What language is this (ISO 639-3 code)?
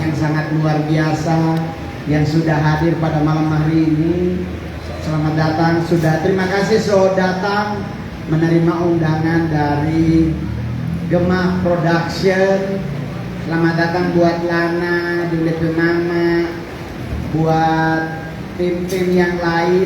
xmm